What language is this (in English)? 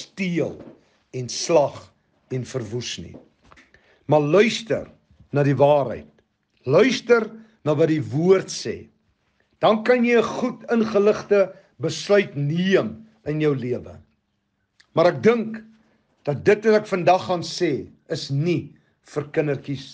Afrikaans